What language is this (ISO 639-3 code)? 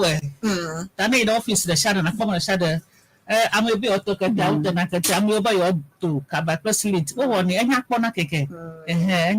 ewe